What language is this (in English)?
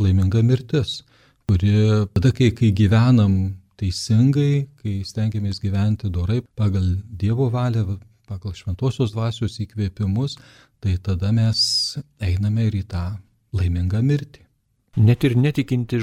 Lithuanian